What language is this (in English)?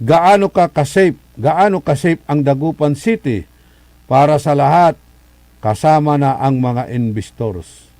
Pangasinan